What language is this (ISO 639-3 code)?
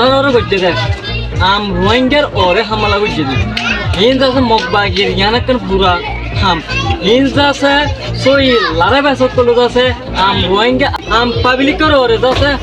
rhg